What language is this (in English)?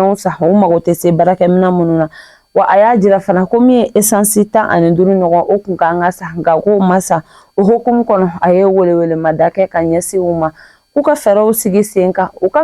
Bambara